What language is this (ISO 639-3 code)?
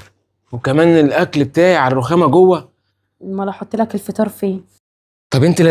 arz